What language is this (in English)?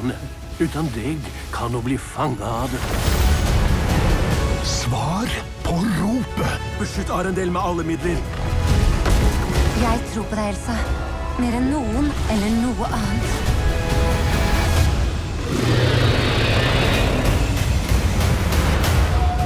Norwegian